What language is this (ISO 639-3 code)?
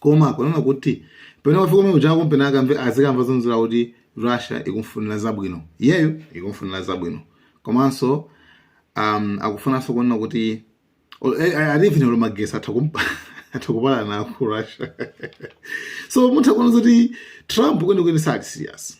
nya